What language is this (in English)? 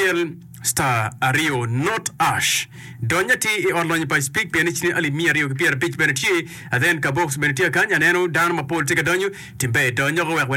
Acoli